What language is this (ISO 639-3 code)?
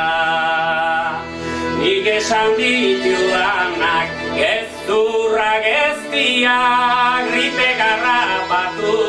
eus